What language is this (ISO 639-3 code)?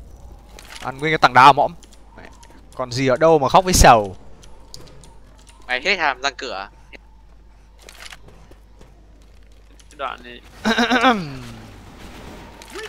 vie